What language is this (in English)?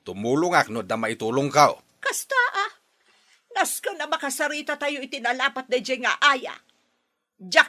Iloko